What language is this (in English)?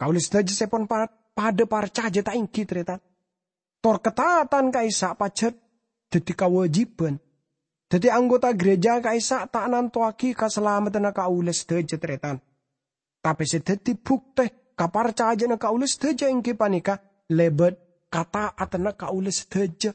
Madurese